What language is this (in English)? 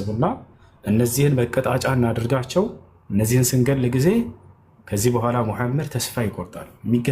Amharic